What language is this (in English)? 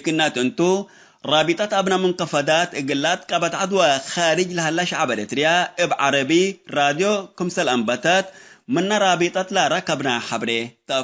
Tigre